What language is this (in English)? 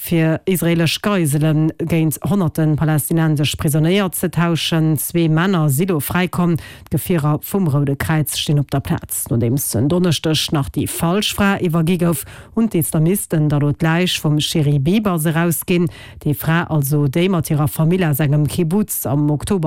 Luxembourgish